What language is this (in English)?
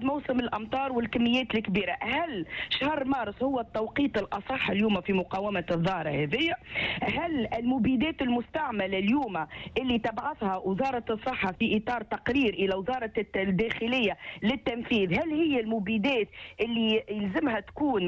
Tunisian Arabic